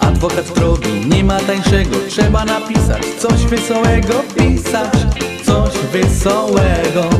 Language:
Silesian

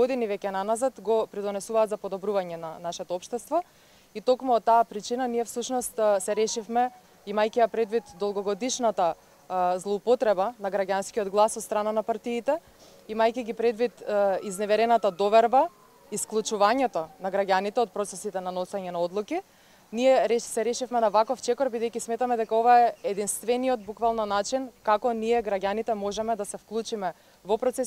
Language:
Macedonian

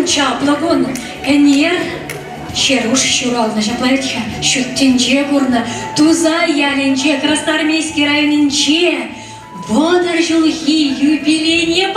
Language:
Chuvash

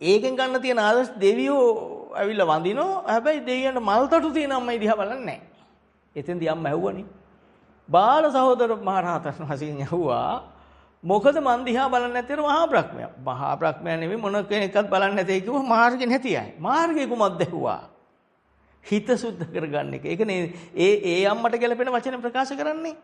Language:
Sinhala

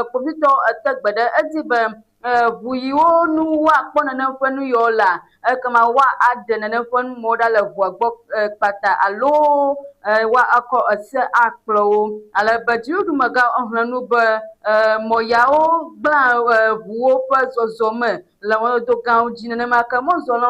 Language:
Ewe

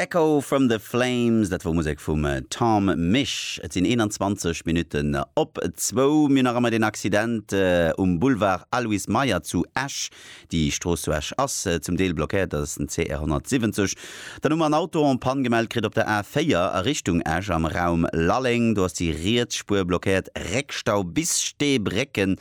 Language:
Luxembourgish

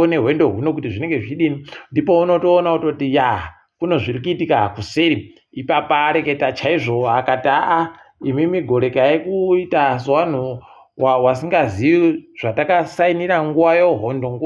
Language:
Ndau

